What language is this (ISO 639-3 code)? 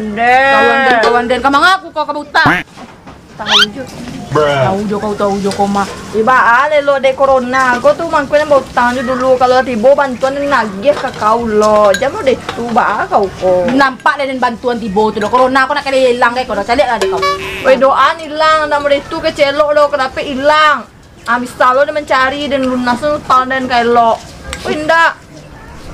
min